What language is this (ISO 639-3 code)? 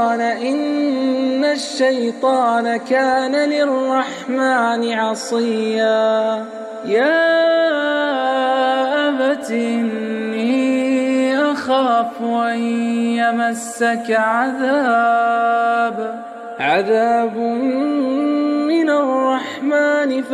ara